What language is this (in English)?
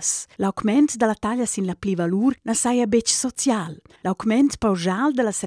Romansh